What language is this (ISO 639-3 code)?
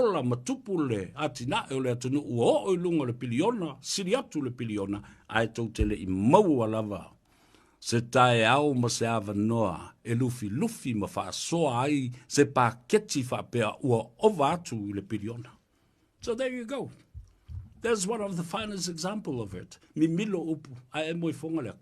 smo